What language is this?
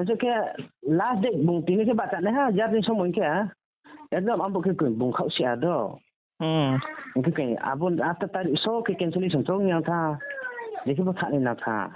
Riang (India)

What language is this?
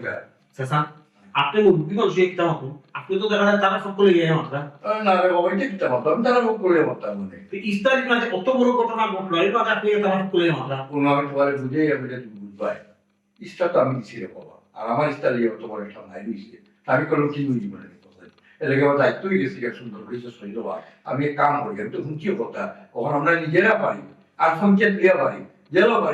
Sylheti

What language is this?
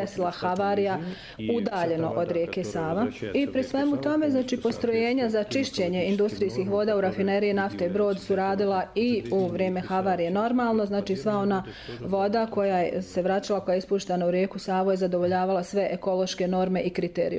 Croatian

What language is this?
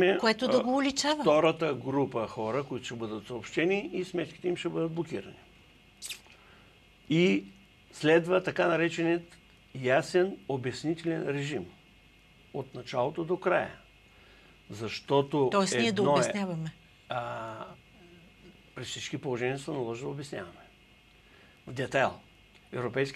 Bulgarian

